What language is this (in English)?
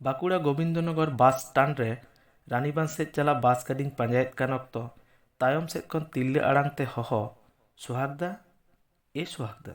Santali